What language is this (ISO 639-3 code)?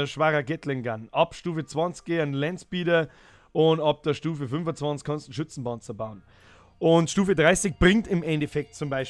bar